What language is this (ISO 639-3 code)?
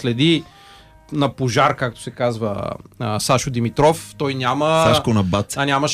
bul